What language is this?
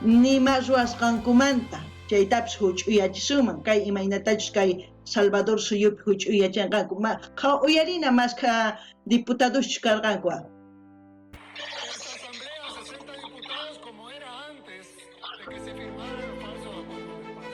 South Bolivian Quechua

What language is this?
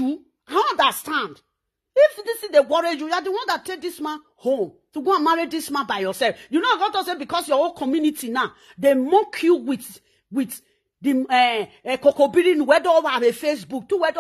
Nigerian Pidgin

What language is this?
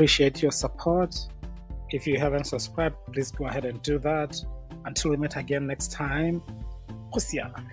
Tswana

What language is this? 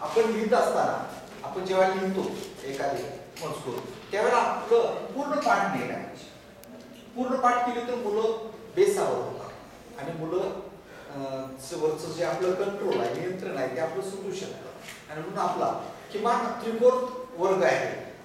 Marathi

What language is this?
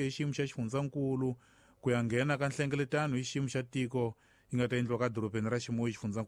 Tsonga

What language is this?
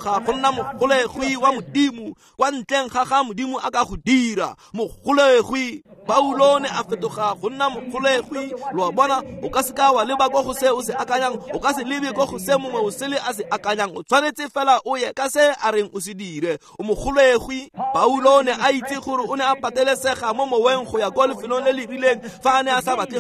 Tswana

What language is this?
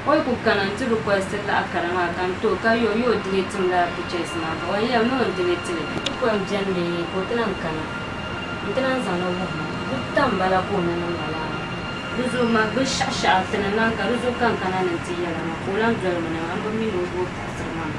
Dagbani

